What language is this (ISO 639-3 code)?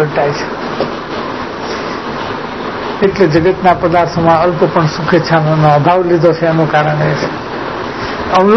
guj